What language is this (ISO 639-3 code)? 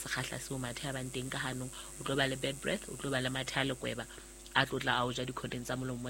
sot